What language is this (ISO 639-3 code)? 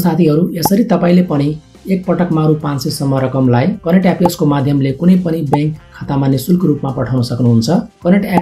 nep